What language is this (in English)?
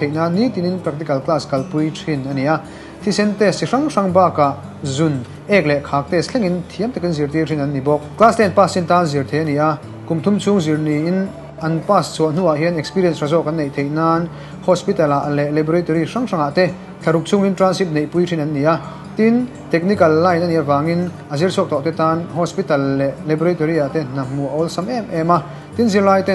Mizo